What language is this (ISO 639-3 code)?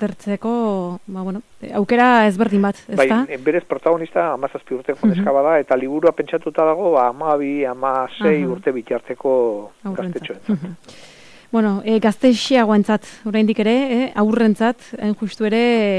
eus